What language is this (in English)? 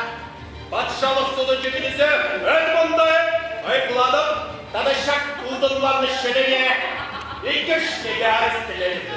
Chuvash